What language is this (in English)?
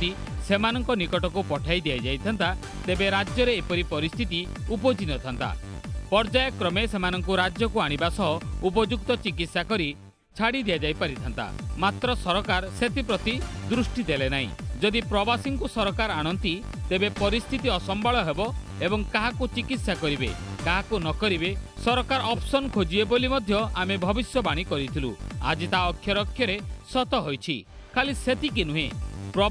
Odia